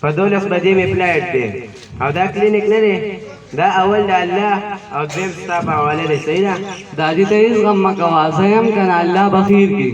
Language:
Pashto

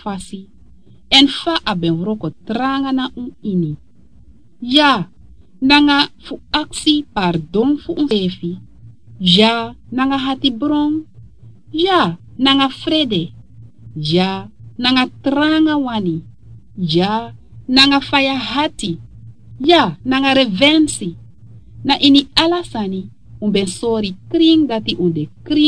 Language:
Sranan Tongo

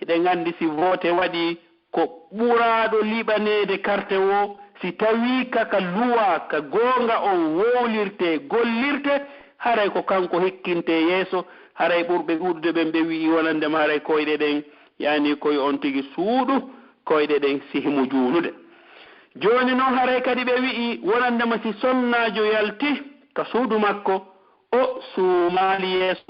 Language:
Pular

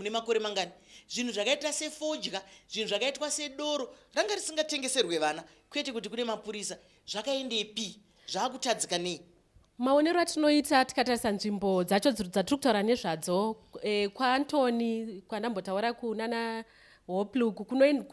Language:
Shona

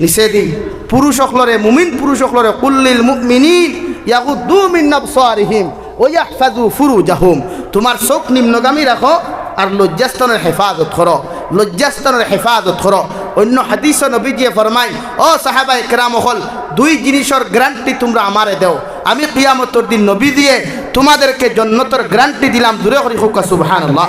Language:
Sylheti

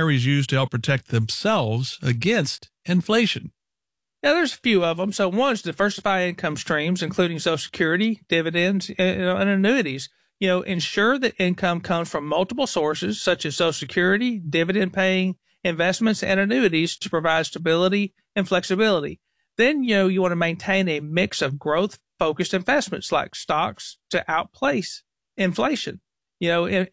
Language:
English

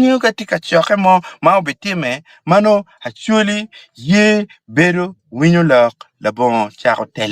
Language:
Acoli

